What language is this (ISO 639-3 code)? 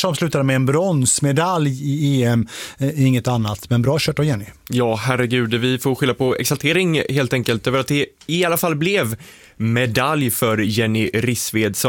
swe